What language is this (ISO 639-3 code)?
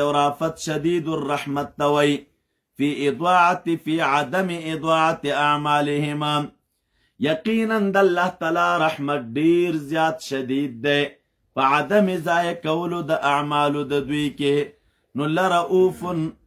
pus